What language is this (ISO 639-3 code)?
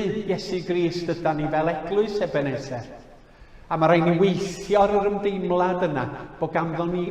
cym